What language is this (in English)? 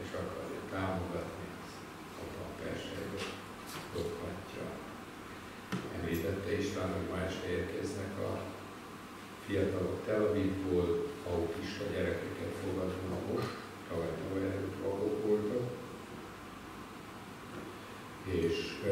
Hungarian